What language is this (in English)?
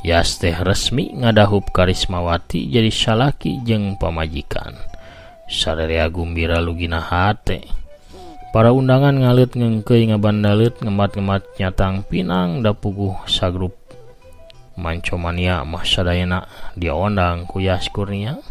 Sundanese